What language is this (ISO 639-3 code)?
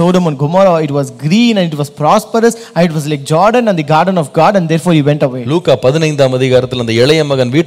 tam